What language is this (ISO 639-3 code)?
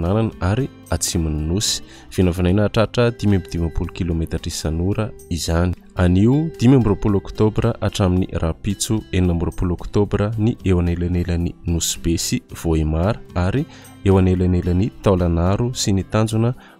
mlg